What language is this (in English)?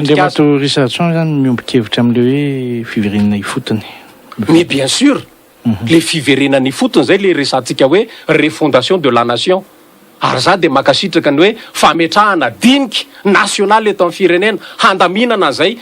Malagasy